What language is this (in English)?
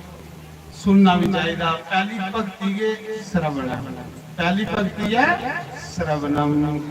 Dogri